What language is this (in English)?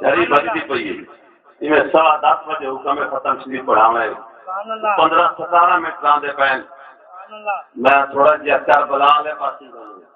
Saraiki